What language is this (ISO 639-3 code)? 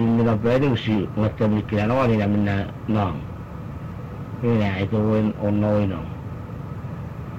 msa